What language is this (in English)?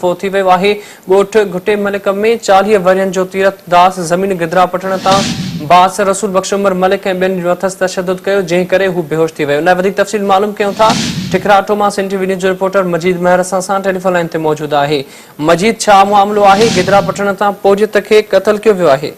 Sindhi